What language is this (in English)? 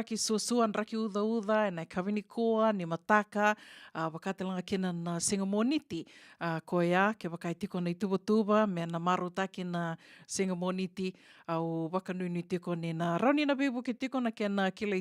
Fijian